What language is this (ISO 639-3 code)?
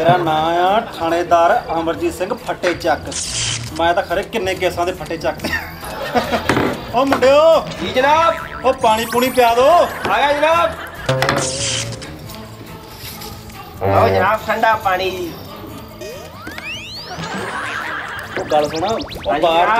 pan